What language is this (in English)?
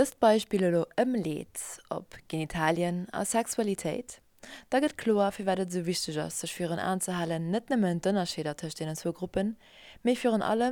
Luxembourgish